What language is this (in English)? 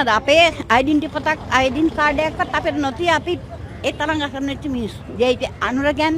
Sinhala